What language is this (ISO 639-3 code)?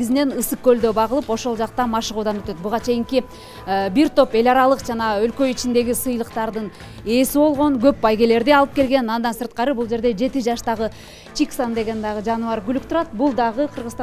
kir